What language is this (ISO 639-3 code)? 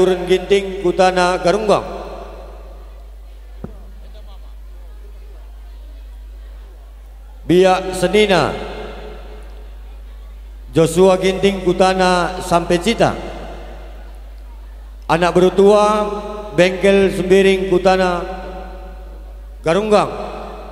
btx